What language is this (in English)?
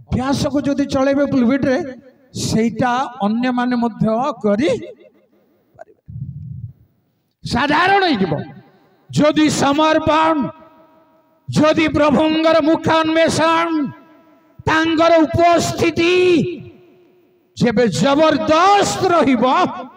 Odia